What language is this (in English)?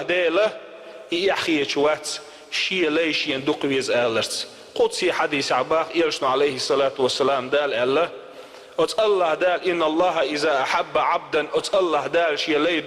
Chechen